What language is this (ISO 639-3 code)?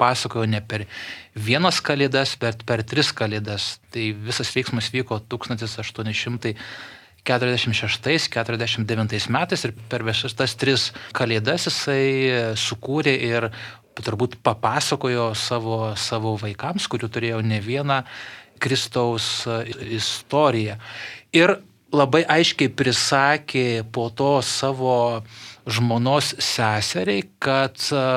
lit